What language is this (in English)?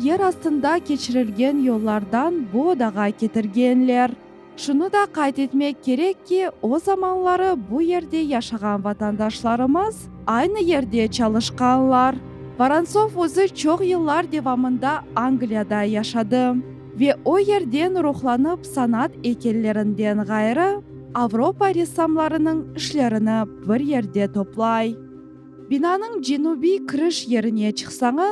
Crimean Tatar